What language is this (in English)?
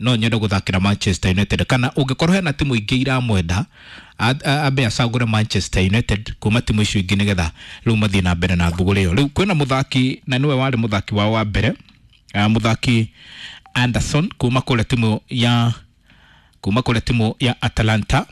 Kikuyu